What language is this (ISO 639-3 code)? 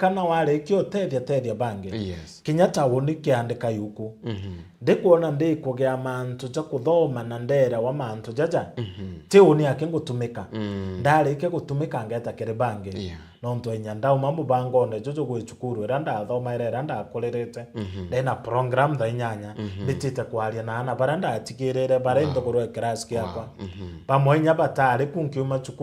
mer